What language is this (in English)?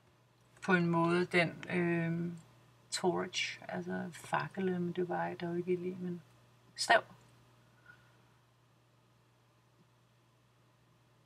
Danish